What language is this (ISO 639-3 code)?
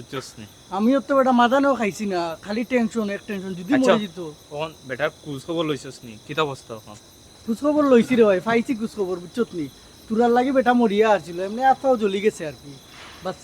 syl